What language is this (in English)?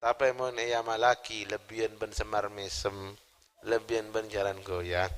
Madurese